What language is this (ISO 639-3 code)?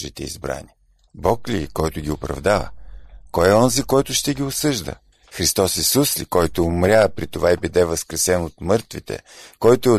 bul